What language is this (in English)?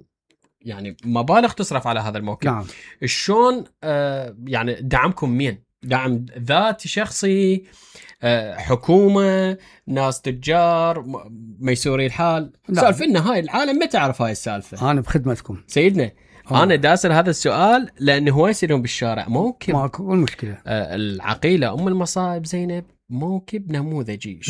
Mesopotamian Arabic